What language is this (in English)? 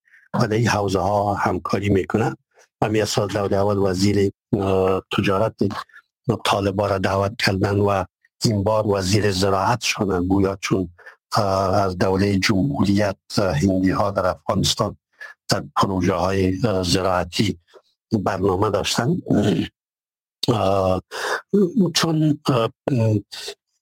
Persian